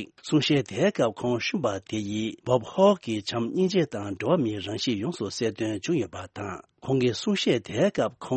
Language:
Tibetan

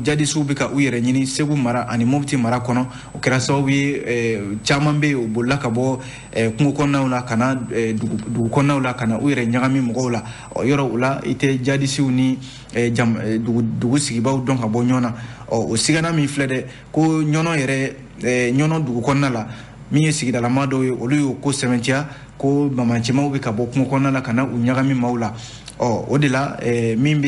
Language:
Bambara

